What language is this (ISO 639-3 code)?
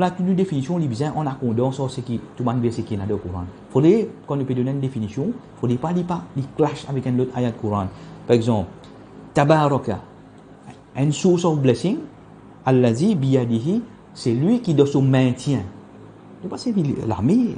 mfe